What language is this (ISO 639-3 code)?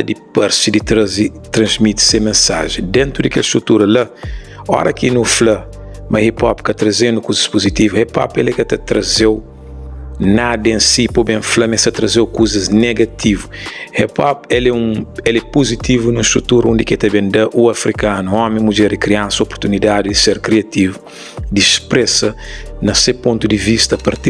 kea